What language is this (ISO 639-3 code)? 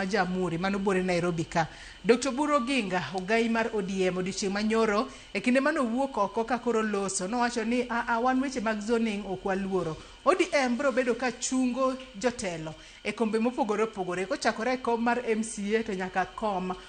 luo